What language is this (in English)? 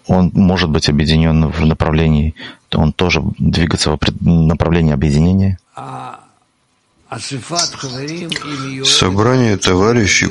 Russian